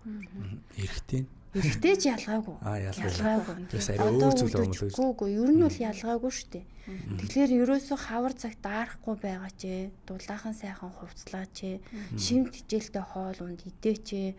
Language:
Mongolian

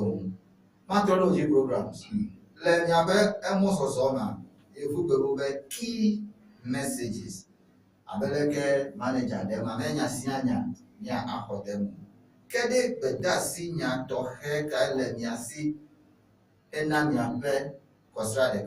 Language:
Ewe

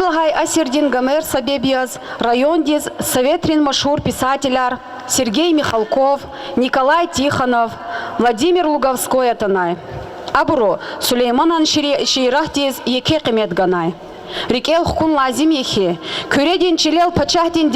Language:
Lezghian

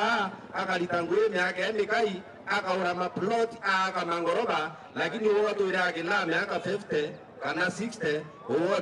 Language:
Meru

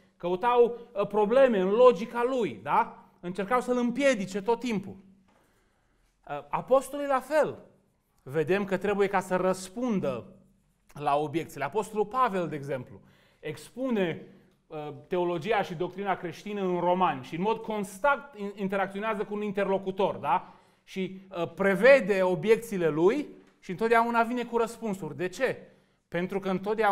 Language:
Romanian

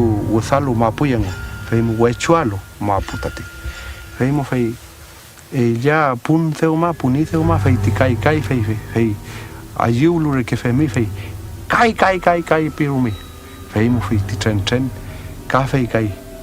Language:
Mapuche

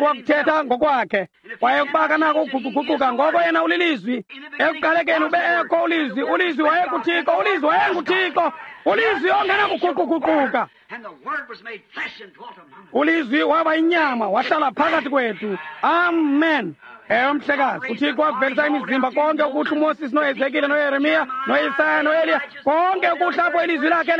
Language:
Xhosa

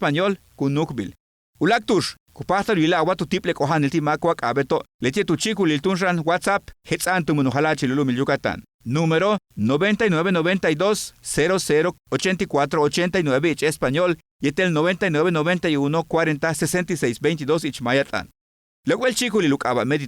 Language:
Yucateco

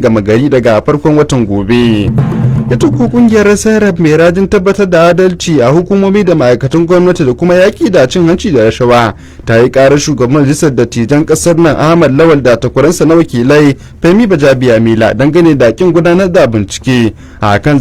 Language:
Hausa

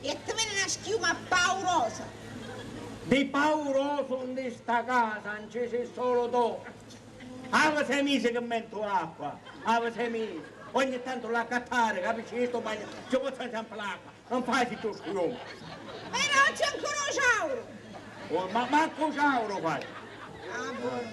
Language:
Sicilian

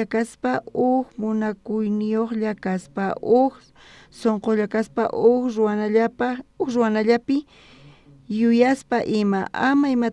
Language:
South Bolivian Quechua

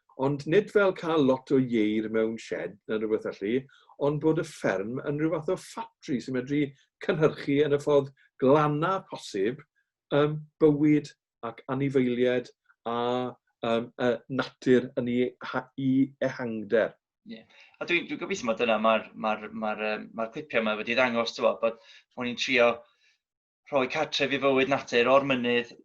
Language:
Welsh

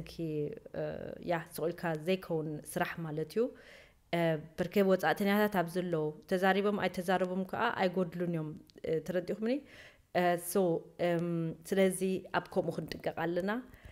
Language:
Tigrinya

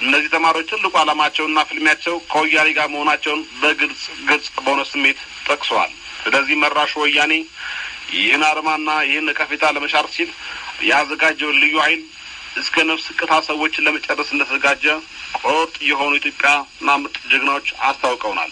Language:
Amharic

